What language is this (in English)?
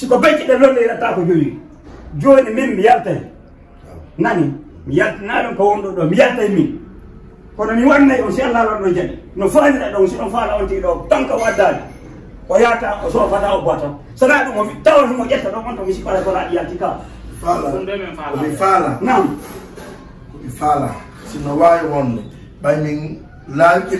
Fula